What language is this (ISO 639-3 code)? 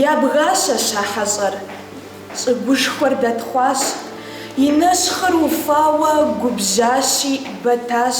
kbd